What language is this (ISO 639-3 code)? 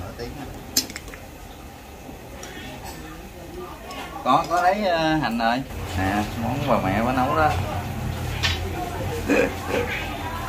vie